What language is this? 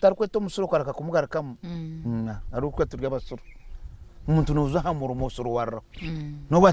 Nyankole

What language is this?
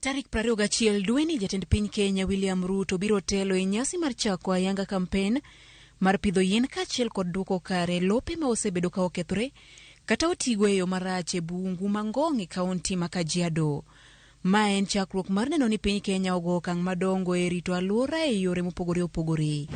Luo (Kenya and Tanzania)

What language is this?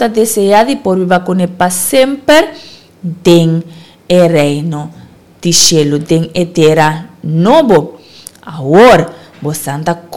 Papiamento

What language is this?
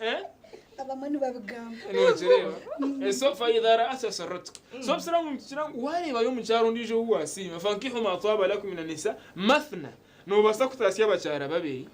Nyankole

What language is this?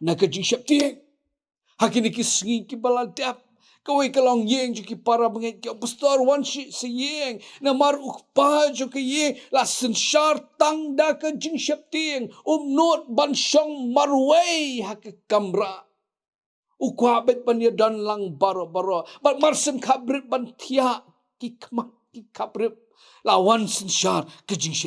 Khasi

